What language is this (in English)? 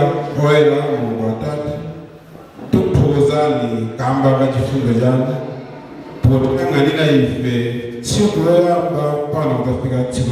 Nyanja